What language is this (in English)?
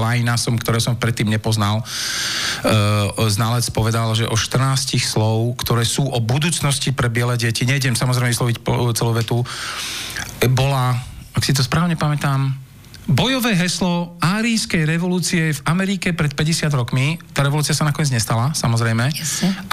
Slovak